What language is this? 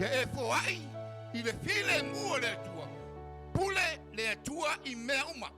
Samoan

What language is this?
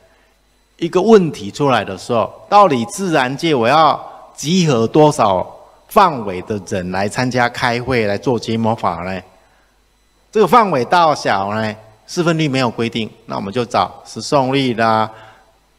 Chinese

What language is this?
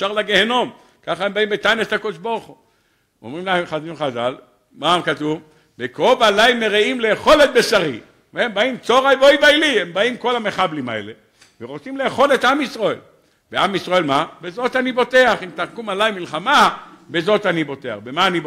Hebrew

